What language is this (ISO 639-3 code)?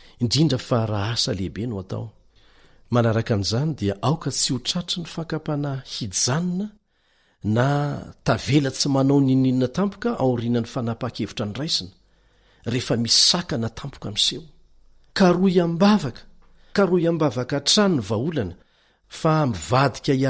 mlg